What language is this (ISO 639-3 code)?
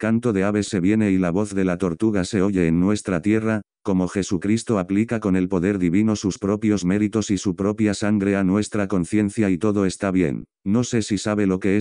spa